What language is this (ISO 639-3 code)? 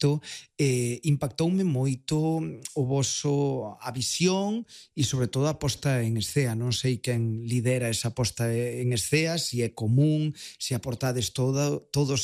glg